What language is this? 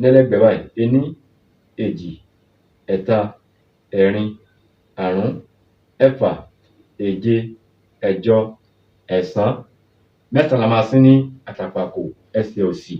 Yoruba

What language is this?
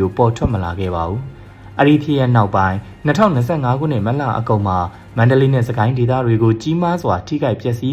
Burmese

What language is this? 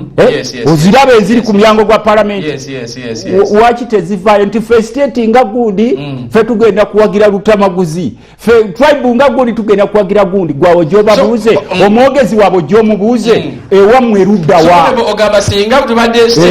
Ganda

